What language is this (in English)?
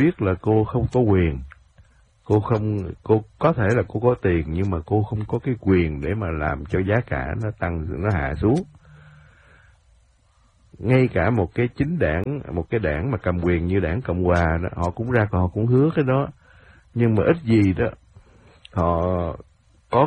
Vietnamese